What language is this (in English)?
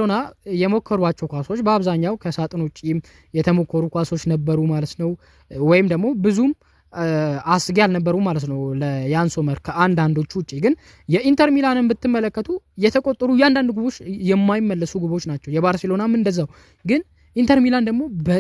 Amharic